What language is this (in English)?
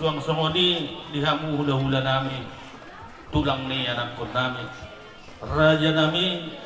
Batak Toba